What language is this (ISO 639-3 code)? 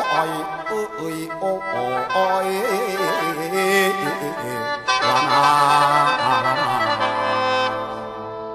tha